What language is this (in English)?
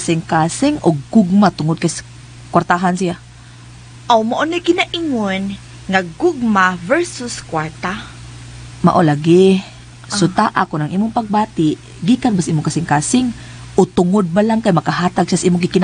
Cebuano